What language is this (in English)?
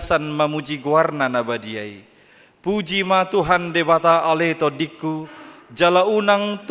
Batak Toba